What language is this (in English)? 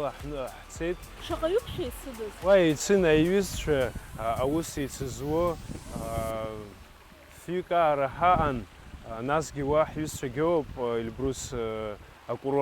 Abkhazian